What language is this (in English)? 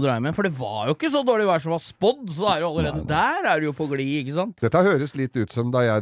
Norwegian